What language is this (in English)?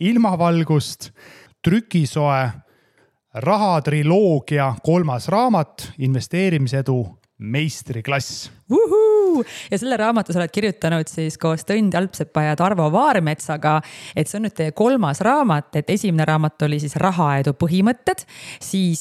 Estonian